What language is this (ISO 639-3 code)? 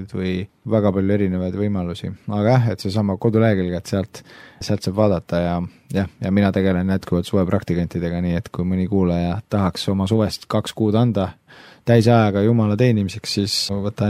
est